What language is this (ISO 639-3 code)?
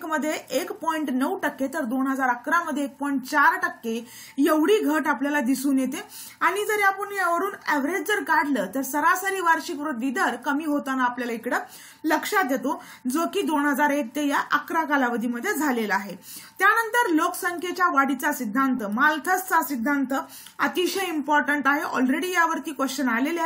mar